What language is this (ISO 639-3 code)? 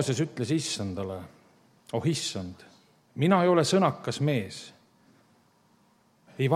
est